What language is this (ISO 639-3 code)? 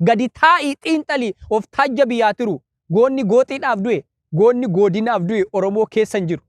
orm